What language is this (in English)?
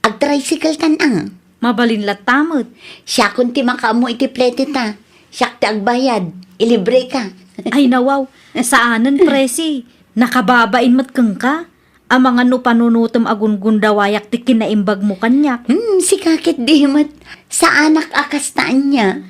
Iloko